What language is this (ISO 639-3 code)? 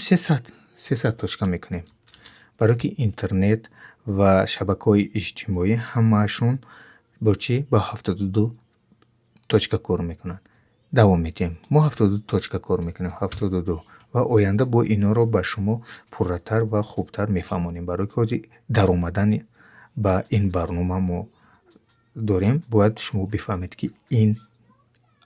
tgk